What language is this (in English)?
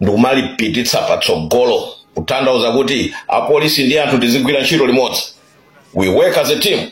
Nyanja